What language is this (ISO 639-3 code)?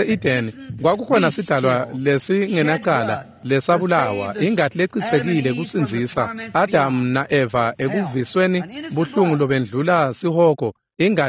ssw